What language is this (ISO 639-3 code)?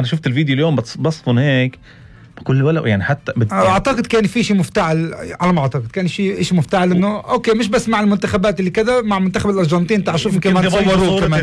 apc